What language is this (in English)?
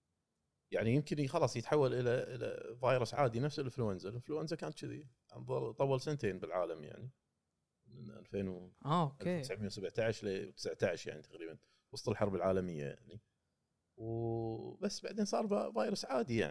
Gulf Arabic